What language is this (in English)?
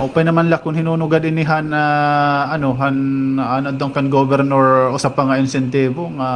Waray